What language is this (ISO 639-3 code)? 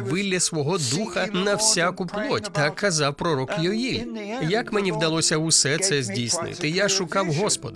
ukr